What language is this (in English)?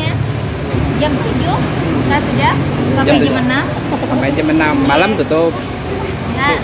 Banjar